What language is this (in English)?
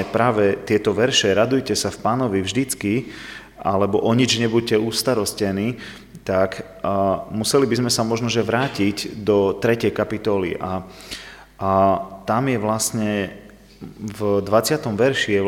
Slovak